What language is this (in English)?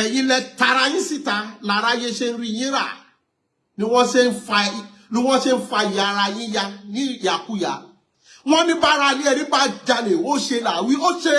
Yoruba